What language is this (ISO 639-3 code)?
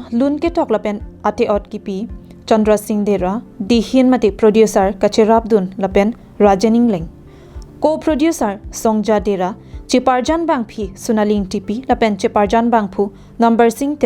mjw